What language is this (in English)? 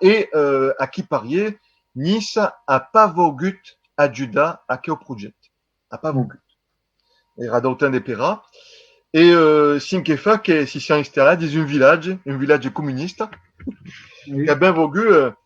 Occitan